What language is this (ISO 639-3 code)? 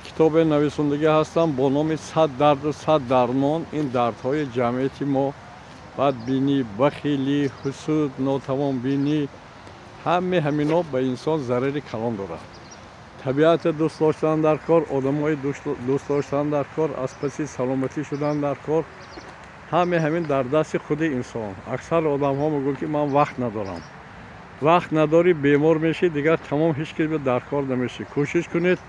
tgk